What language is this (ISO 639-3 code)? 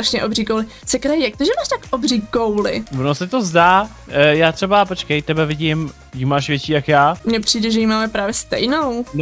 ces